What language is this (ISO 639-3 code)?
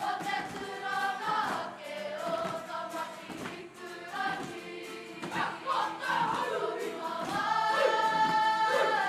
mri